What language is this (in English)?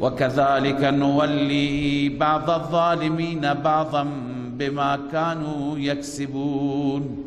Persian